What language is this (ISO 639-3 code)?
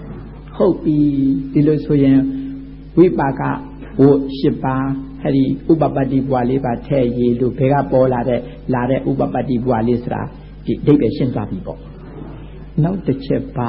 mya